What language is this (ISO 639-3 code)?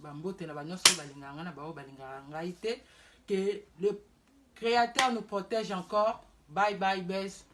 lin